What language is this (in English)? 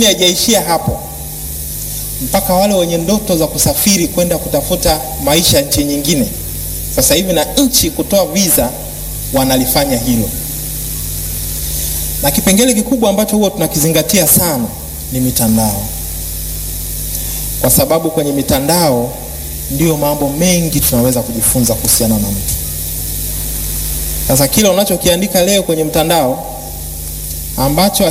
Swahili